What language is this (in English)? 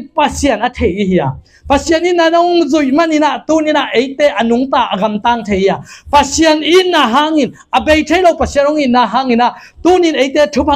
Tedim Chin